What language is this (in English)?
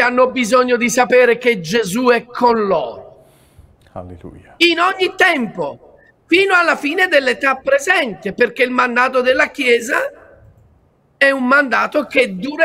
Italian